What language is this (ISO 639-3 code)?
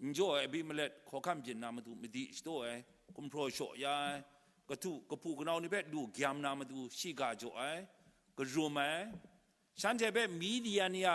kac